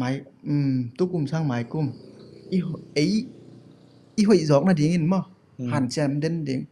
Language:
Tedim Chin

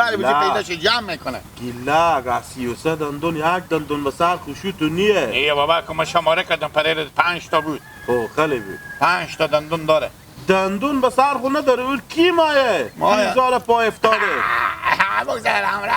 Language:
Persian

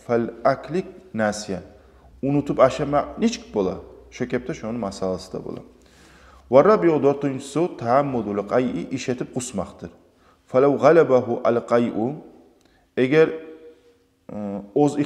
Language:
Kumyk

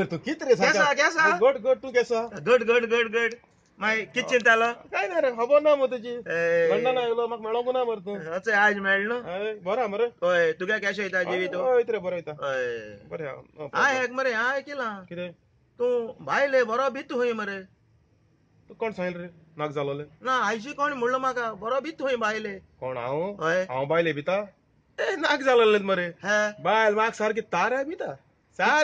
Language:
Konkani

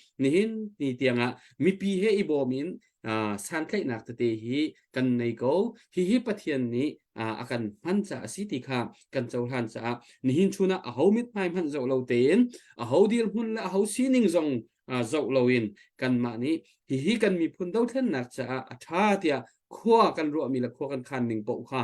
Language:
Hakha Chin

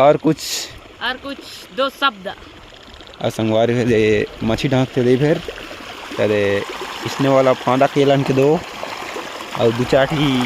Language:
Chhattisgarhi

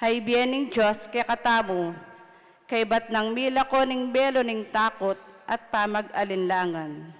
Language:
Pampanga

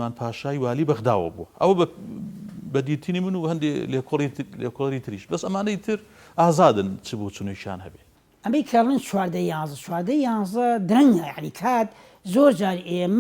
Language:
Central Kurdish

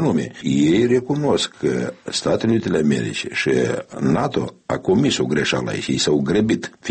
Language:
Romanian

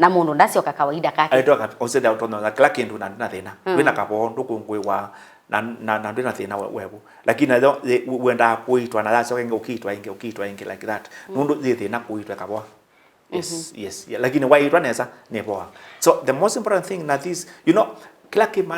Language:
Kamba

